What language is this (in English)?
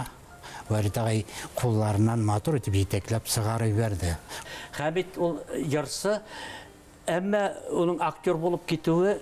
Bashkir